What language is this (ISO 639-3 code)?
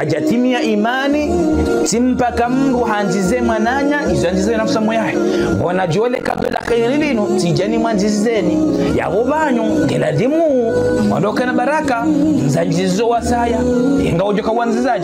zdj